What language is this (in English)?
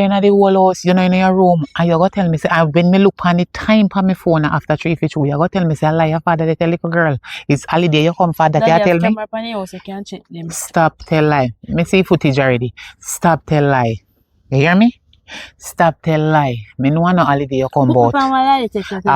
Jamaican Creole English